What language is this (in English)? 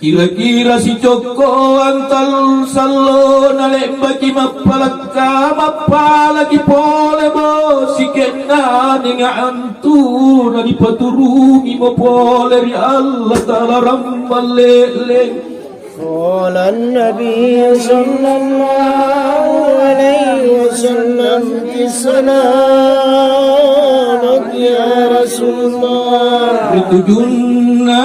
Makasar